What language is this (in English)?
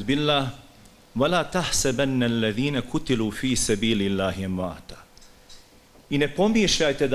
Bosnian